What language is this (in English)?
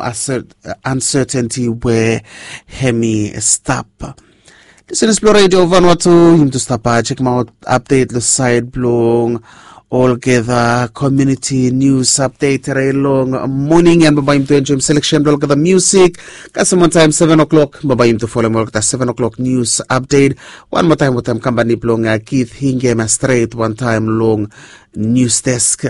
Bislama